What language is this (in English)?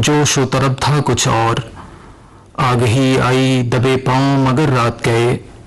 Urdu